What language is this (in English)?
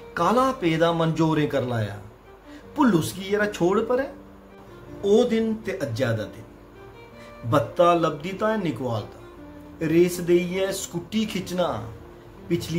Dogri